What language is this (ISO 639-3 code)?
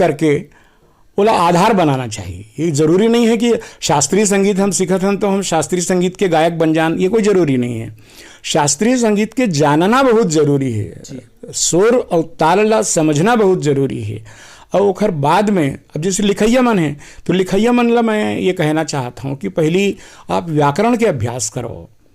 hne